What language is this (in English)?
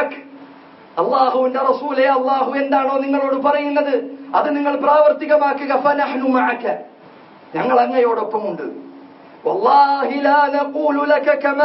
Malayalam